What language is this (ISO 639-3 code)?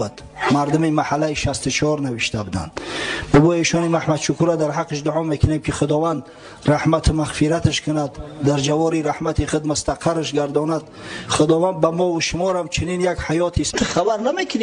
tgk